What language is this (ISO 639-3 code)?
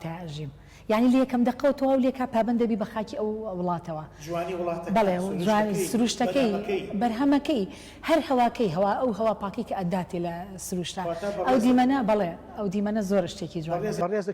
ckb